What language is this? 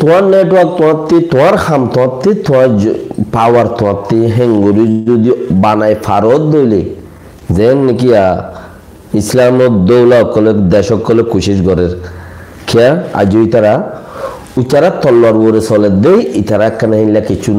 Rohingya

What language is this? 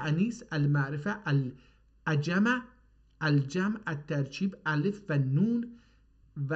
South Azerbaijani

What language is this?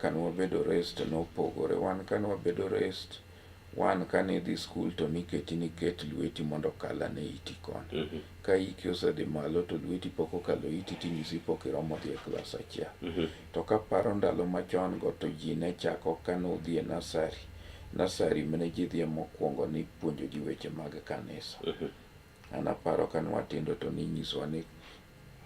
Luo (Kenya and Tanzania)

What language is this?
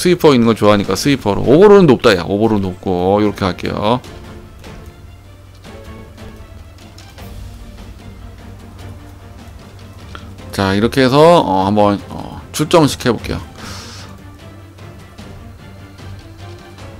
Korean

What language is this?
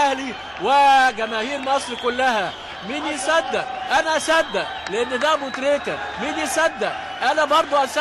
Egyptian Arabic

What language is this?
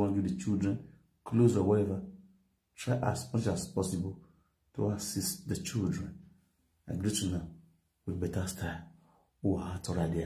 Nigerian Pidgin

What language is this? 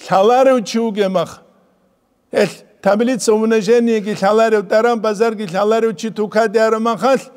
Avaric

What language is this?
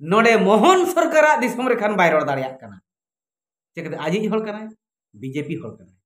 Santali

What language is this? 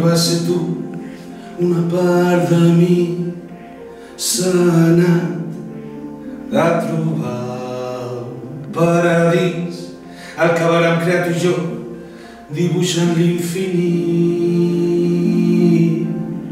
Catalan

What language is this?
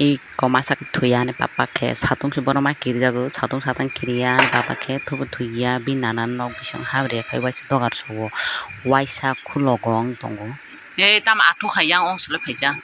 Kok Borok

